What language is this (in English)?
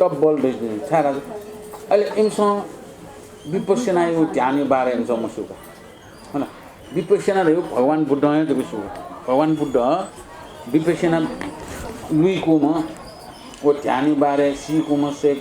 Newari